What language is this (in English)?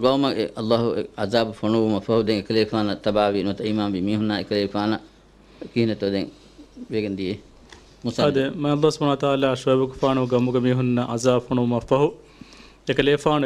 Divehi